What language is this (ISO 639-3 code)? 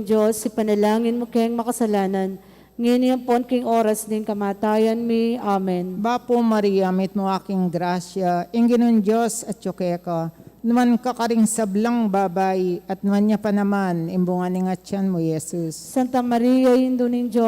pam